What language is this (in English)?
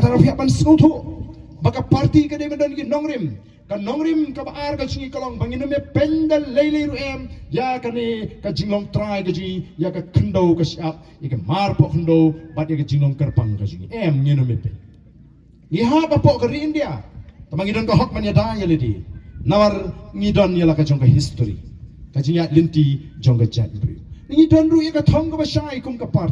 Khasi